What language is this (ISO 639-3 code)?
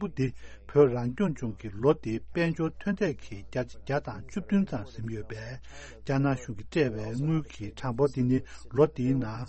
bod